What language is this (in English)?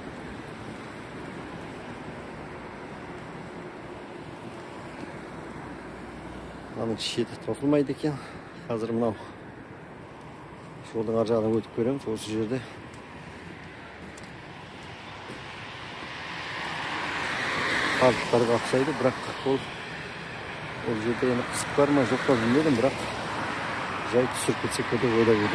Kazakh